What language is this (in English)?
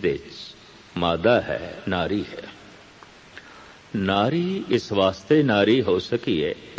Punjabi